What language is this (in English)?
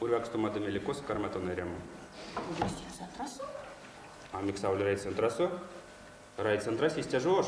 Erzya